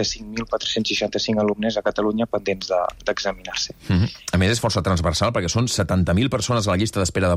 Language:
Catalan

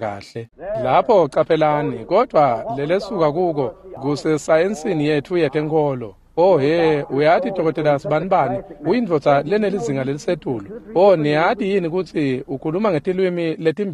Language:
Swati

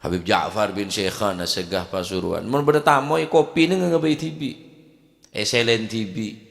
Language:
Madurese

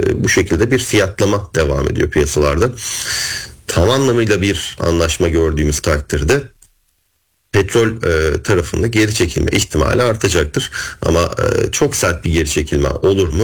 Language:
Turkish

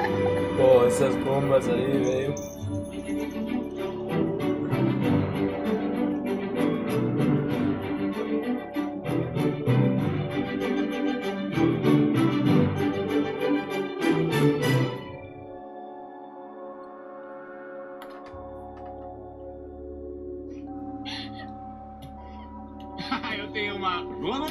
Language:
Portuguese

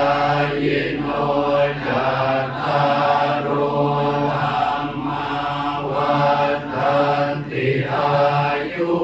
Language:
Pali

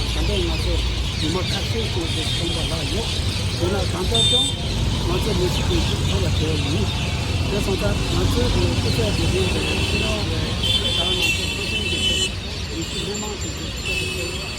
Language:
Tibetan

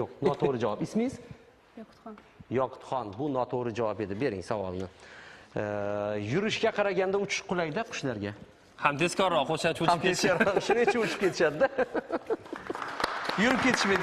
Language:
Uzbek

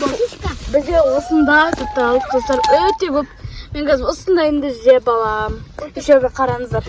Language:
Kazakh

